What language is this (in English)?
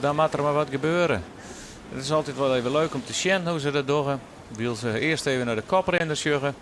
Western Frisian